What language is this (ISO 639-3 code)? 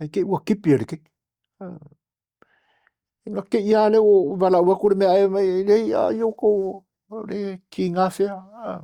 smo